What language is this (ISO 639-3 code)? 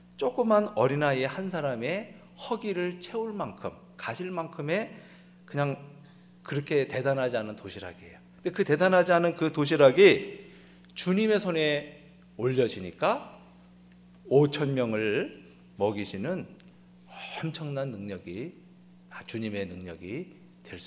kor